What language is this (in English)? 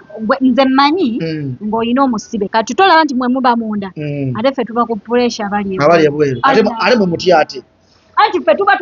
Ganda